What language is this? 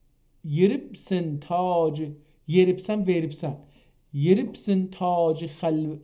South Azerbaijani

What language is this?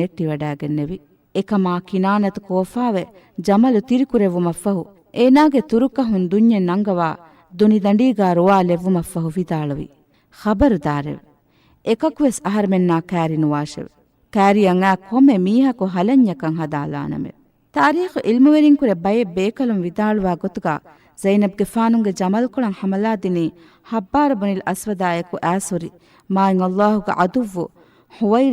Divehi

